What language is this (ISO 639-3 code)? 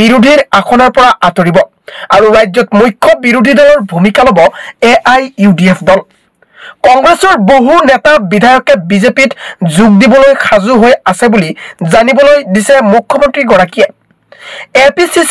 asm